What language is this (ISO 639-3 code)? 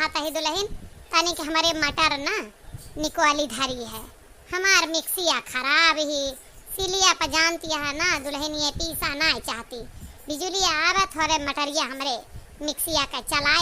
awa